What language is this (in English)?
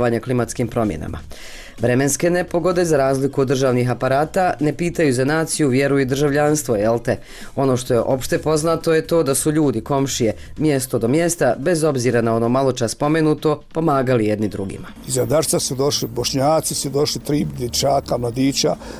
Bosnian